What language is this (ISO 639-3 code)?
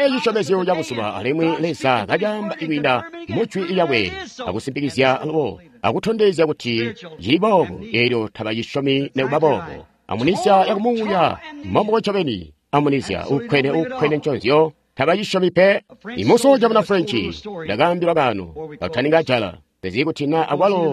toi